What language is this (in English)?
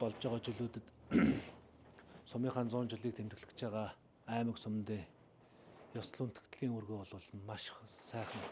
Mongolian